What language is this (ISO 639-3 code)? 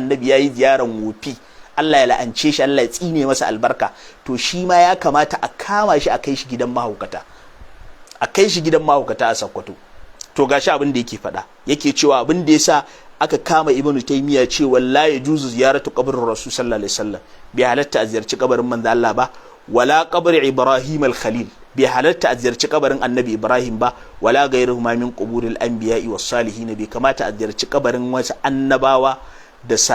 hau